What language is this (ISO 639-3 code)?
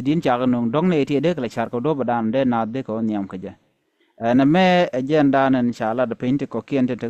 nus